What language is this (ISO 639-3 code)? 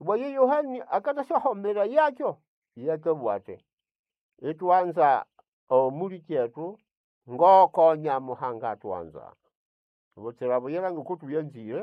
nnb